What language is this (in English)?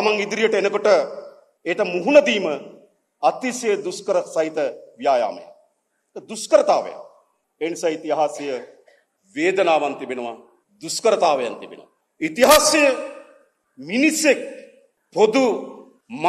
Sinhala